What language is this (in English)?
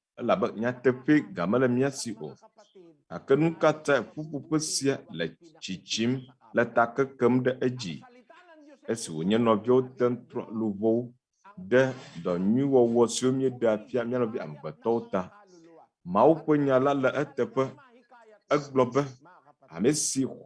Ewe